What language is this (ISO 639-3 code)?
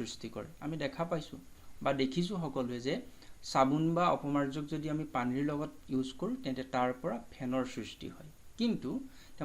asm